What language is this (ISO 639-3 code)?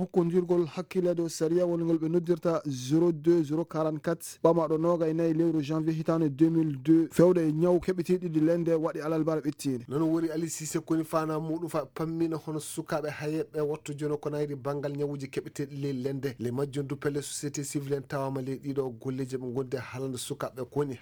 ful